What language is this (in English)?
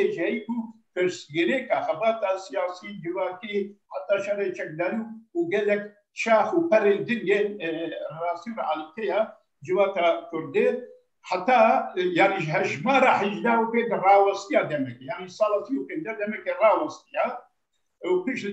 Kurdish